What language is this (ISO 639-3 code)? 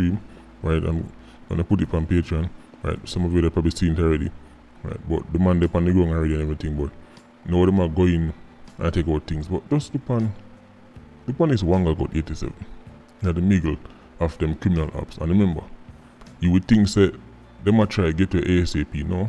jam